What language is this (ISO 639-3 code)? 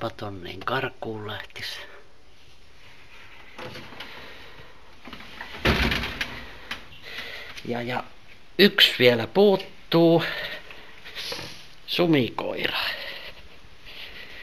fin